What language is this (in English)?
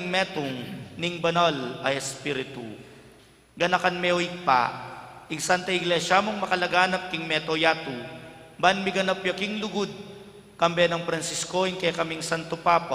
Pampanga